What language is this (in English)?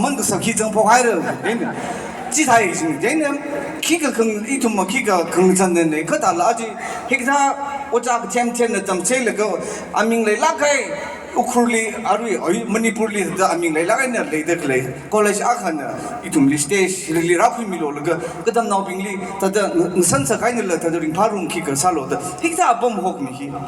Tangkhul Naga (India)